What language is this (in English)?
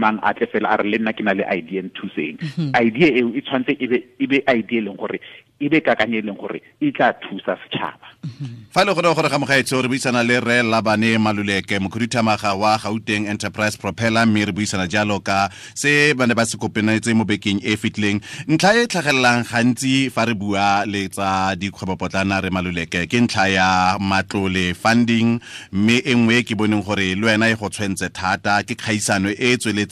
Tswana